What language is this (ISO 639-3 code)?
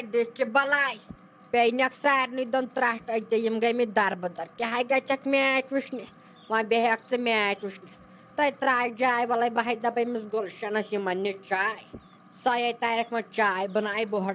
kas